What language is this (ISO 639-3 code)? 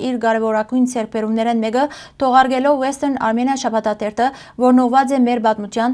hyw